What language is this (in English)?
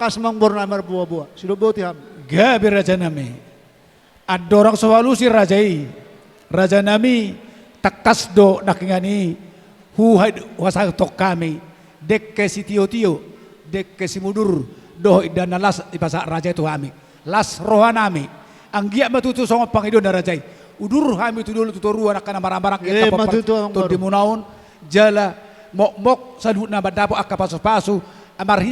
Batak Toba